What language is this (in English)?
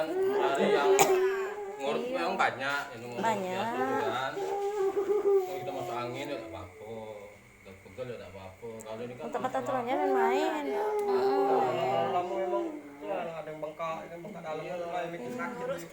Musi